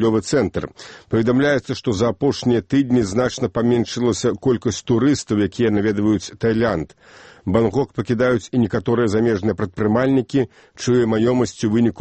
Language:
Belarusian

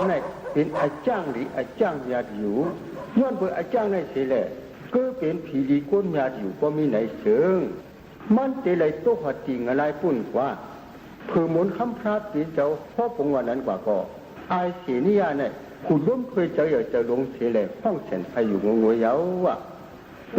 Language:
Shan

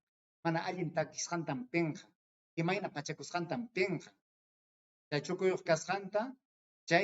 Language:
Ayacucho Quechua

